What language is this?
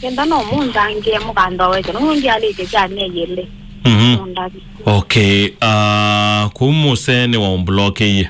Kamba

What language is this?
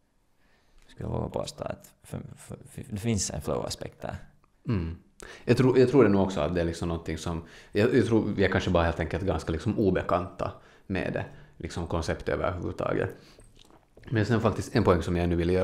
Swedish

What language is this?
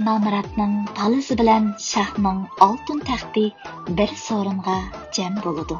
Uyghur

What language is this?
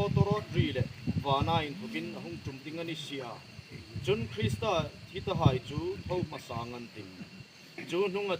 Hmar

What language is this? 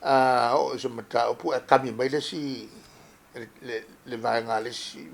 Samoan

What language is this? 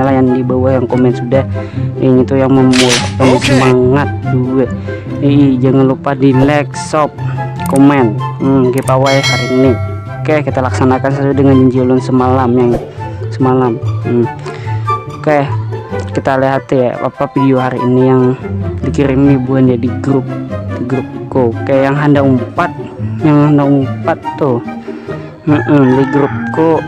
Banjar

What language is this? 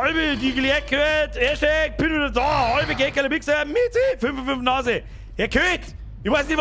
Bavarian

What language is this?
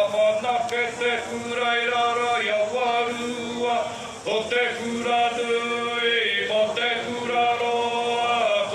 Māori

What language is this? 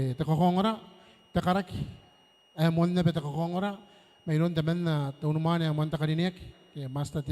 Gilbertese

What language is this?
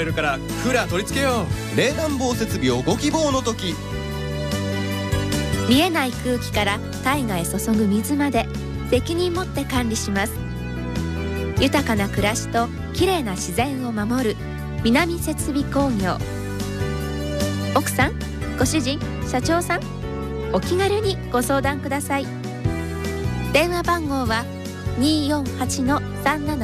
Japanese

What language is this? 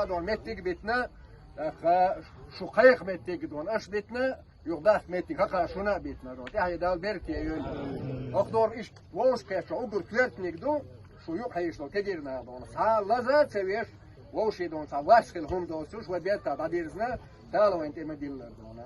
Chechen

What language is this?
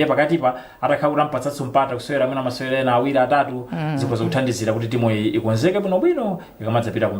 Nyanja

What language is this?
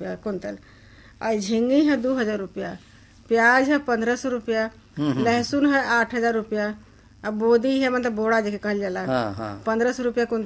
Bhojpuri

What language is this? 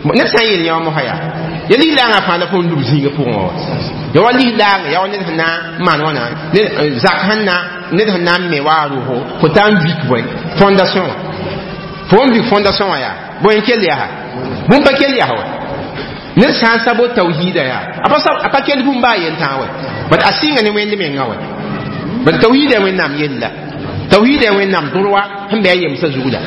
Mossi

